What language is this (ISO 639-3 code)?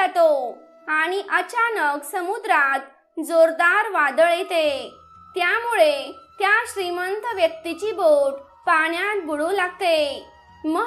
mar